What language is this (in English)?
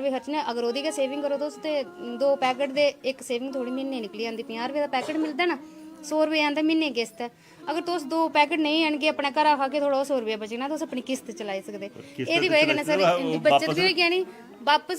Dogri